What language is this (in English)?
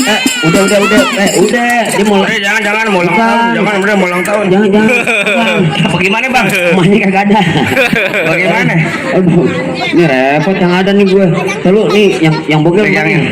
Betawi